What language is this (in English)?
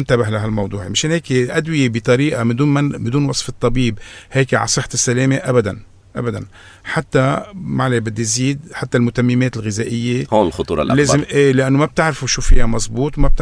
North Levantine Arabic